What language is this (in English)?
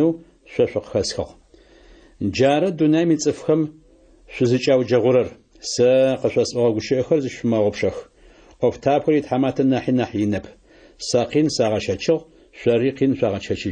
Adyghe